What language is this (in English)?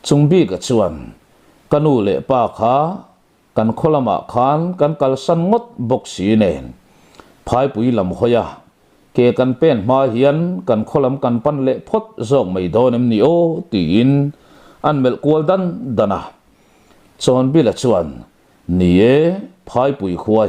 Mizo